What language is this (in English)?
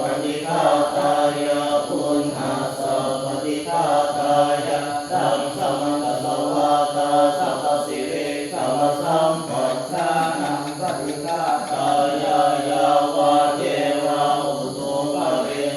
Pali